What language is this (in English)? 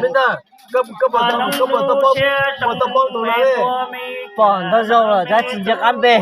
Hmong